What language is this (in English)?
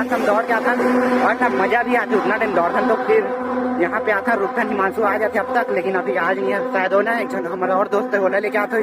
Chhattisgarhi